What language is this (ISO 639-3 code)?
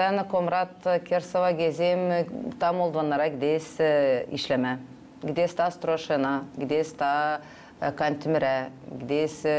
gag